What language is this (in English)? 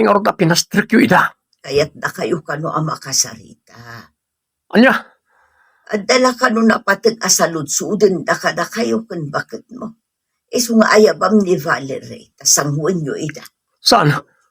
Iloko